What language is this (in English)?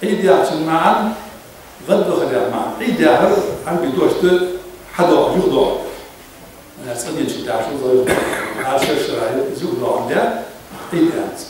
Ingush